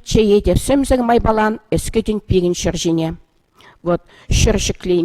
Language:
Chuvash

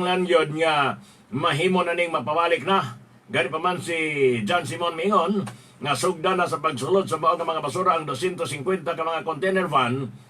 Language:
Cebuano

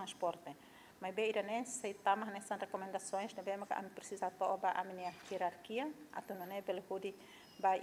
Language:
Tetum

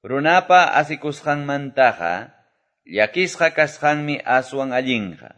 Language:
Quechua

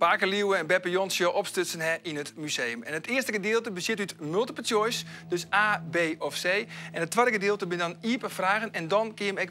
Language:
Western Frisian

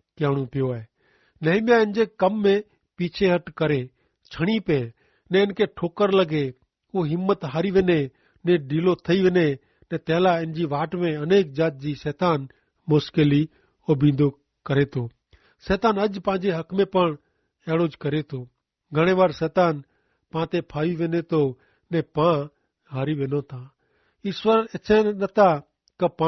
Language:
Kachhi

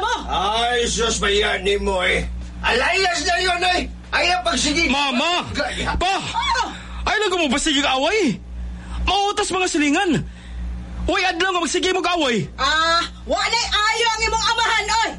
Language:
Cebuano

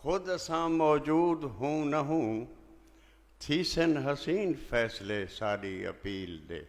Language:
Saraiki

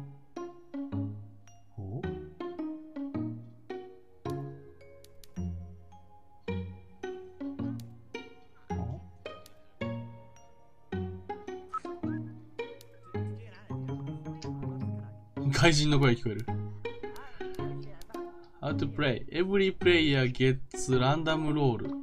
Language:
Japanese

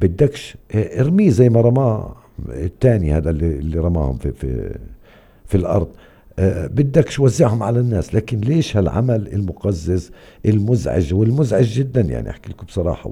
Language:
North Levantine Arabic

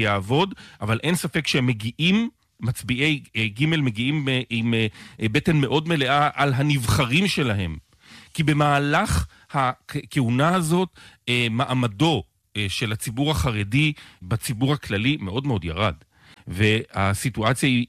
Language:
Hebrew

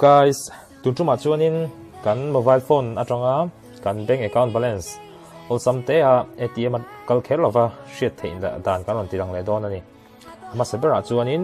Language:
Mizo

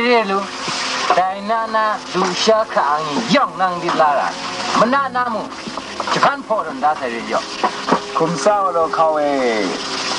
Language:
Kachin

